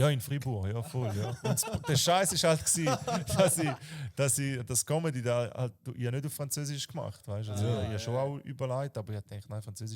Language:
Swiss German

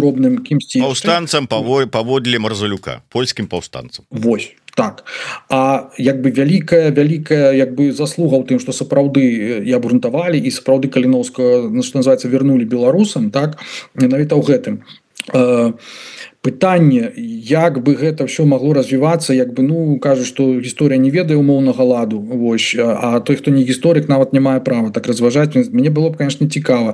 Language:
Belarusian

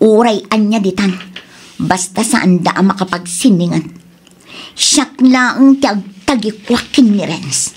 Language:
Iloko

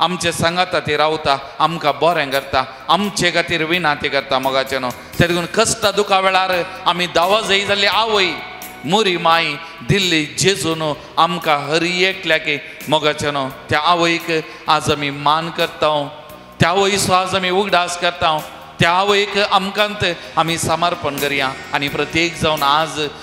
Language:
Konkani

